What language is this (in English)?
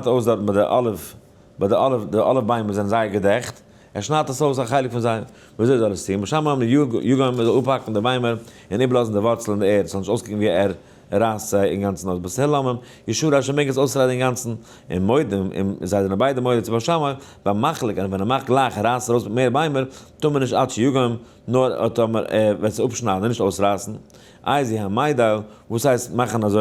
Yiddish